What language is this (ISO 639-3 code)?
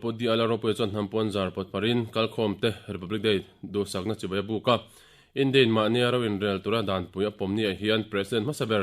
lus